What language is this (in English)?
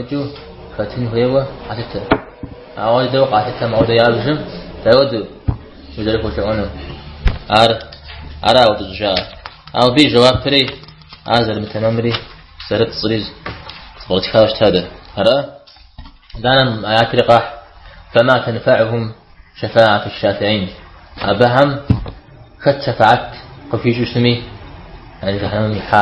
Kabardian